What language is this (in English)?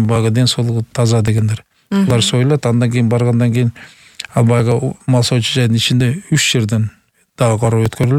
Kyrgyz